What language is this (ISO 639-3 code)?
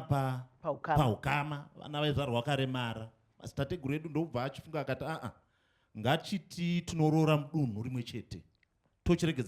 sna